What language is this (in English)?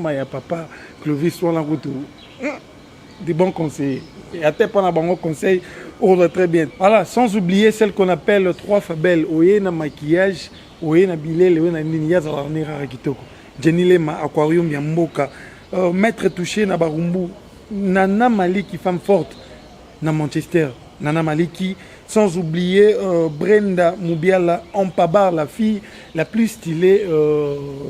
Lingala